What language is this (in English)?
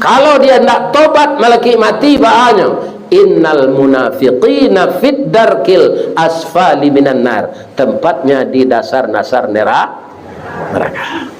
Minangkabau